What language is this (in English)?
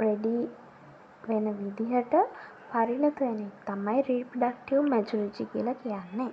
Sinhala